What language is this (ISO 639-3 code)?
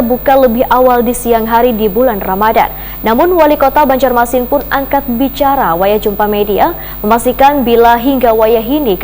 bjn